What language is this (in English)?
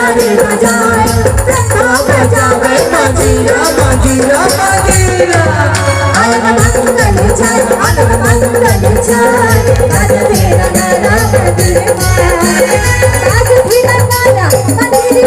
Chhattisgarhi